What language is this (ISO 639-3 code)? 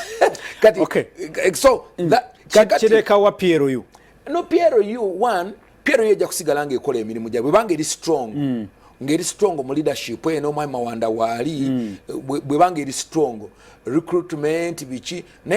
lug